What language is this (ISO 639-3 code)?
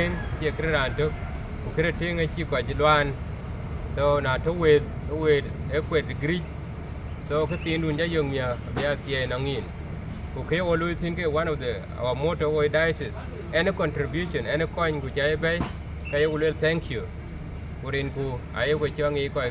din